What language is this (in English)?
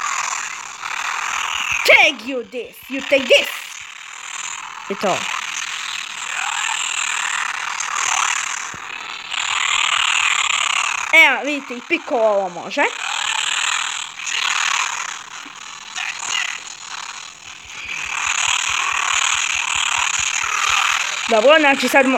Croatian